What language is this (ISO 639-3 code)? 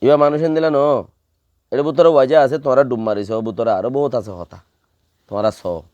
rhg